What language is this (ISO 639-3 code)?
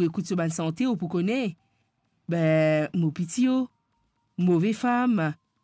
mfe